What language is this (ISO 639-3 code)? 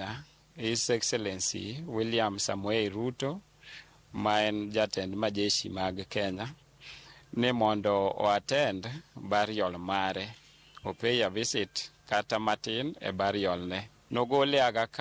luo